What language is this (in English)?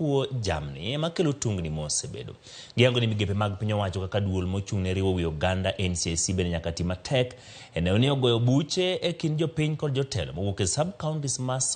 Luo (Kenya and Tanzania)